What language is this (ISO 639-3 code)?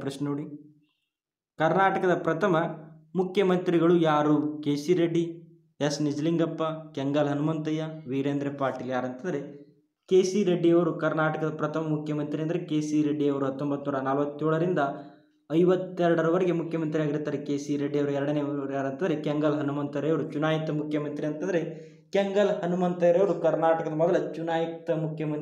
kan